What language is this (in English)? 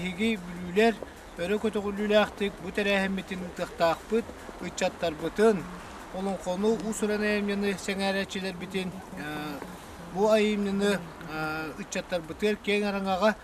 Yakut